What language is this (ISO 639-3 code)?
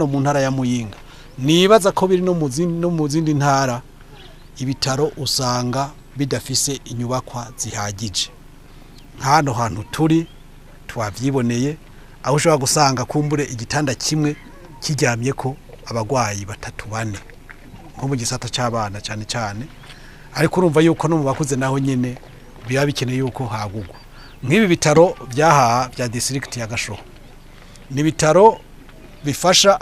run